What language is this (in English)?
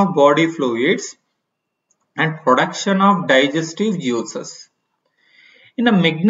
Kannada